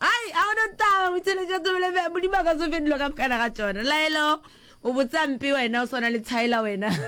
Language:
Northern Sotho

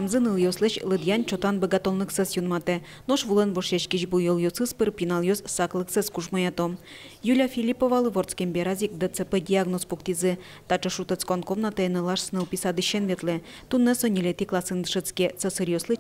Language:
Udmurt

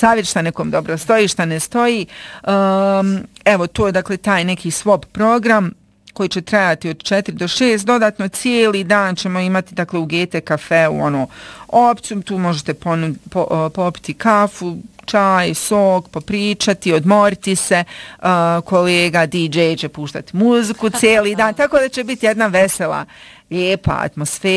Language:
Bosnian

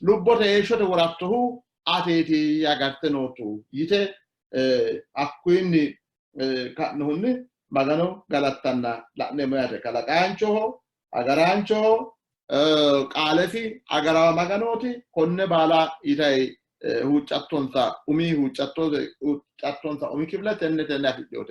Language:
Sidamo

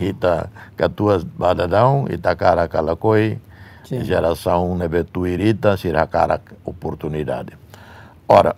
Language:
Tetum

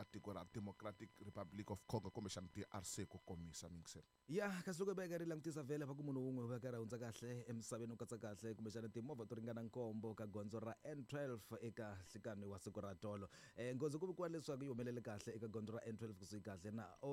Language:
Tsonga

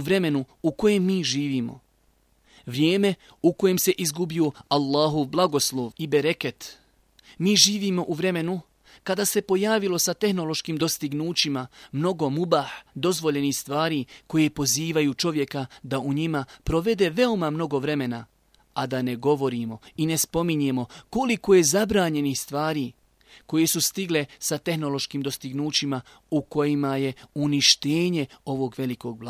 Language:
Bosnian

